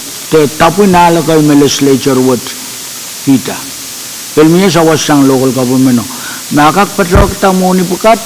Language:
Pohnpeian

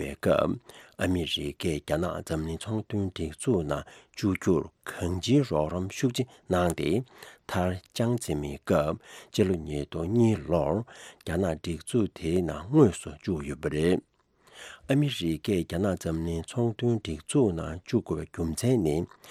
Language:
Tibetan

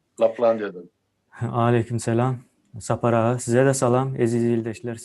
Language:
Turkmen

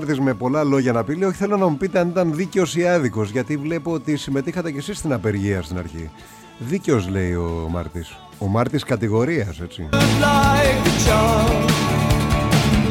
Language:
Greek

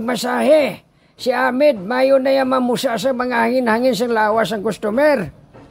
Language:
Hiligaynon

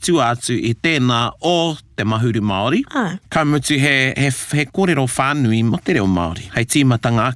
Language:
Māori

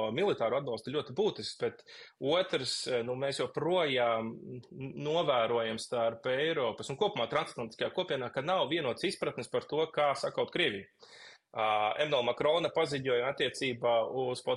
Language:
Latvian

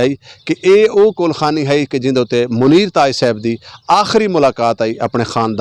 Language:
Western Panjabi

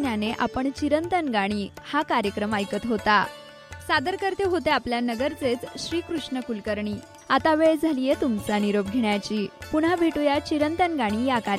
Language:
Marathi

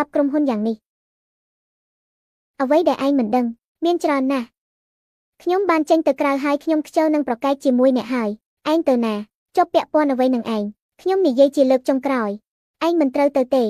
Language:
Khmer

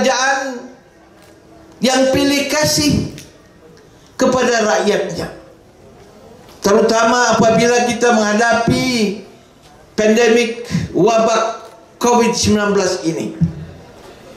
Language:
Malay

